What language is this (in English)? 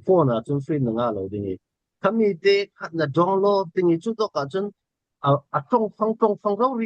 Falam Chin